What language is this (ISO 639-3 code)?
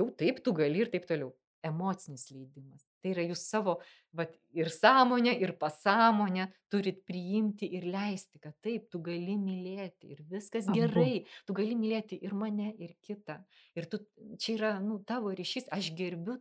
lit